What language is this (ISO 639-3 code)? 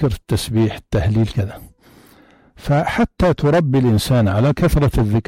apc